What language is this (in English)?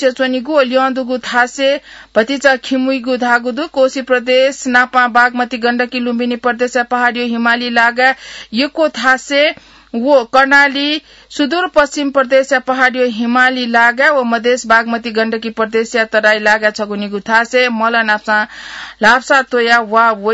Newari